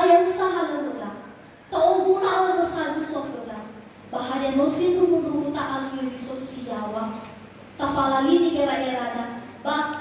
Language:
Nias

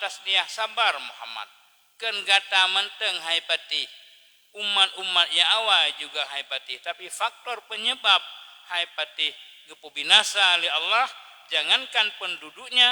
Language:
Achinese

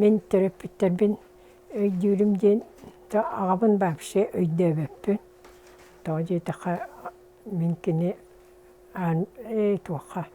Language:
Yakut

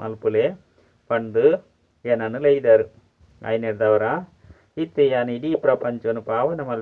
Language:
Tulu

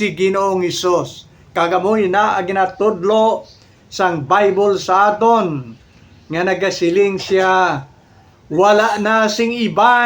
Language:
Hiligaynon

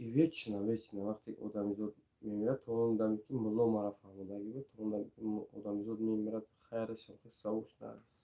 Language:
Tajik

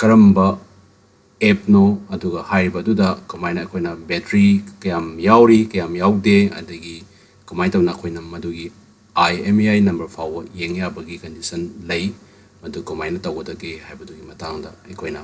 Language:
Manipuri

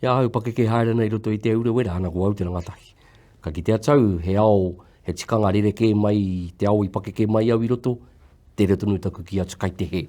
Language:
Māori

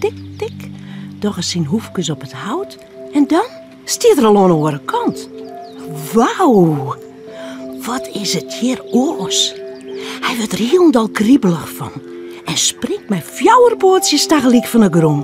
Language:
Western Frisian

